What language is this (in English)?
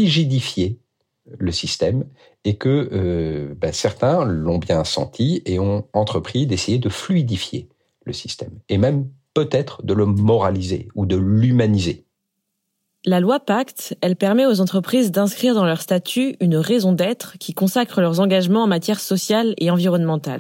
French